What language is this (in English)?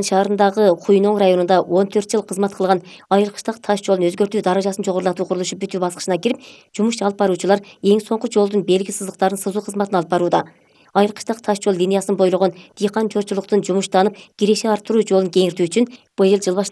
Kyrgyz